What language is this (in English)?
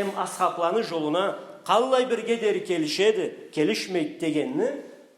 Karachay-Balkar